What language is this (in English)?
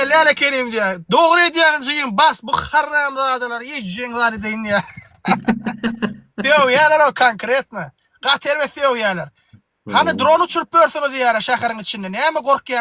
Turkmen